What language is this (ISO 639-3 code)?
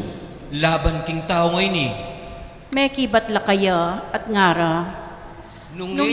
pam